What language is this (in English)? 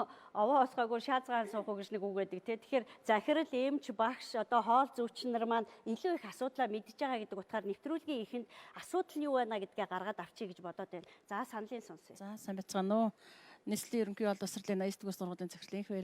Mongolian